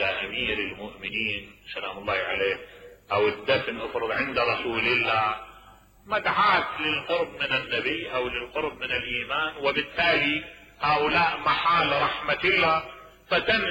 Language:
Mesopotamian Arabic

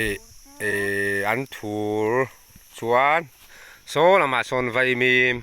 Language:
Mizo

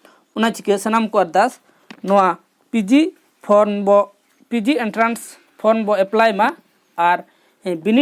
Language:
Santali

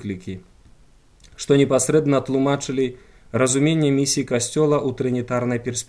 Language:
Belarusian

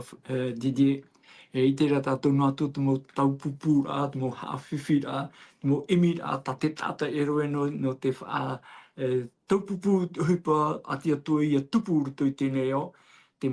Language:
Tahitian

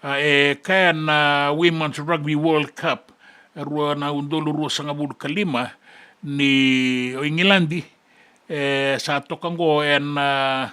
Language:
Fijian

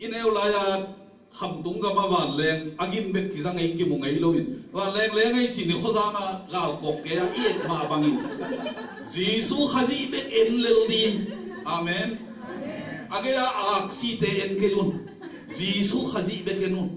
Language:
Tedim Chin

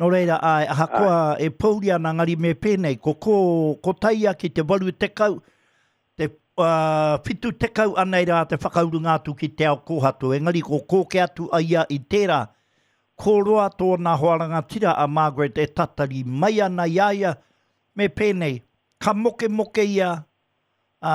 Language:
Māori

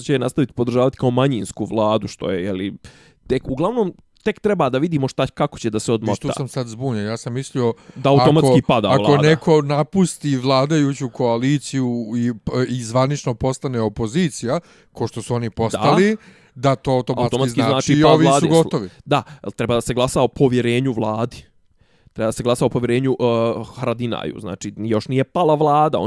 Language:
Bosnian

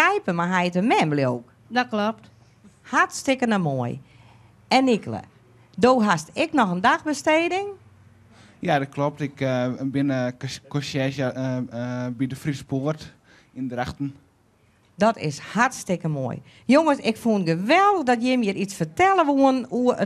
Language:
Western Frisian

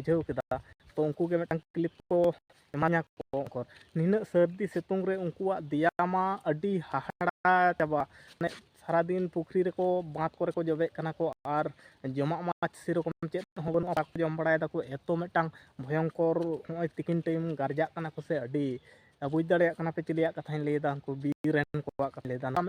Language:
Santali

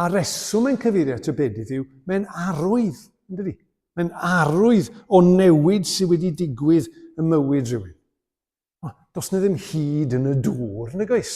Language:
Welsh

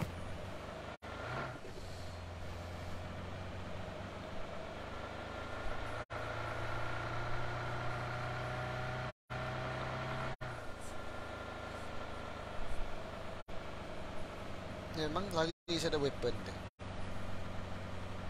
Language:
Malay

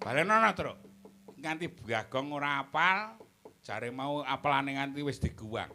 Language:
Javanese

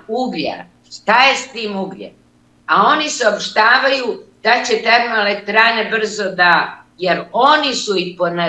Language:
Serbian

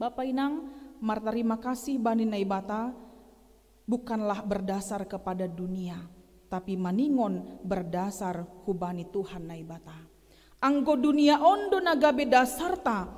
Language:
Batak Simalungun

